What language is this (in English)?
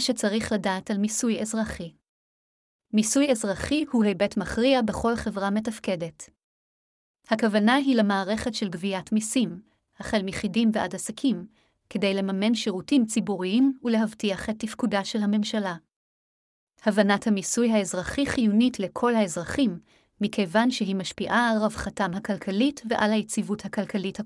Hebrew